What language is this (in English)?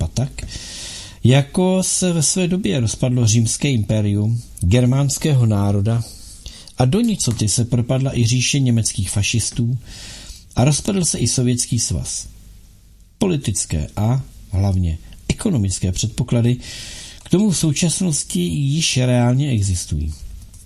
Czech